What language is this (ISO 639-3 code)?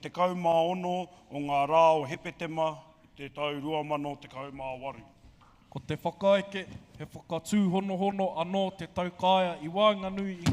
mri